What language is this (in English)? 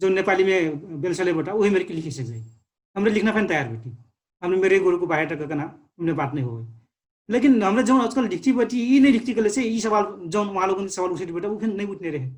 Dangaura Tharu